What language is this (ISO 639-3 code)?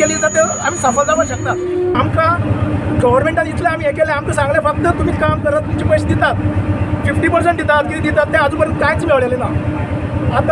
kok